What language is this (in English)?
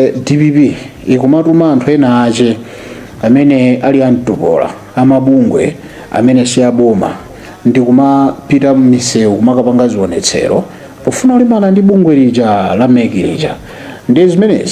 Nyanja